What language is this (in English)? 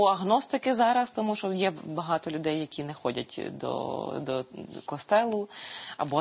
Ukrainian